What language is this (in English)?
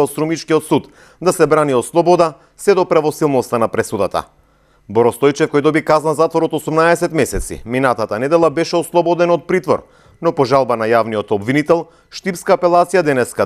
Macedonian